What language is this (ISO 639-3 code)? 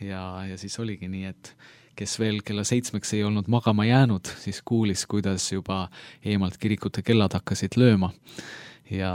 est